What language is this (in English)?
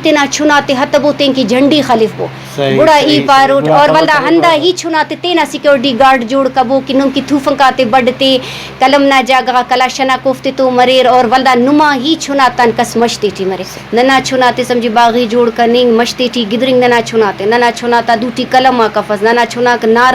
Brahui